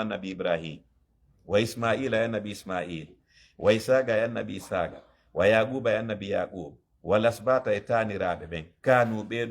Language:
Fula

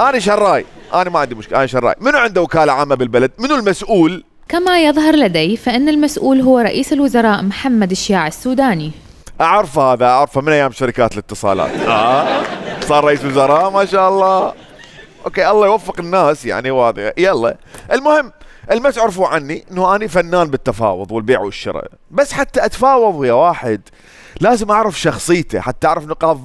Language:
Mesopotamian Arabic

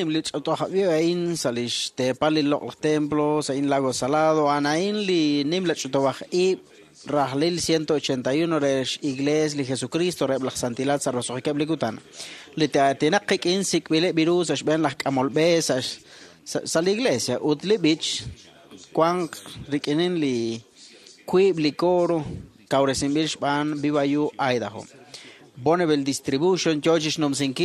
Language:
Kekchí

